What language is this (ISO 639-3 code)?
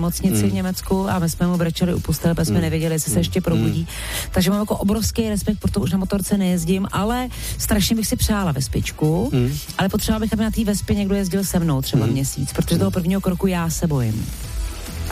ces